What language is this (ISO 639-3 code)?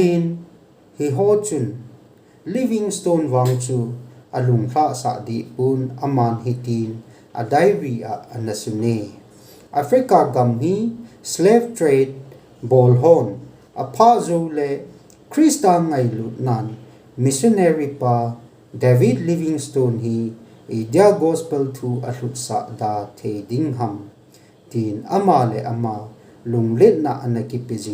tcz